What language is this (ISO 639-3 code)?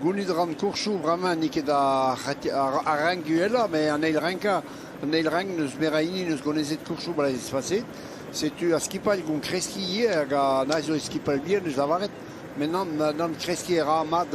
bre